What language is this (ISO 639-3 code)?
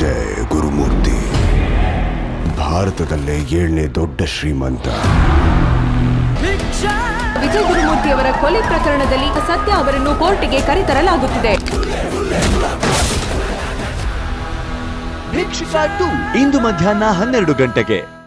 kan